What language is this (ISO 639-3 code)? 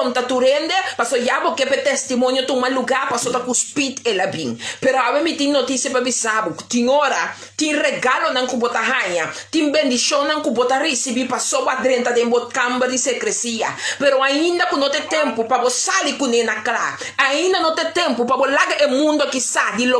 pap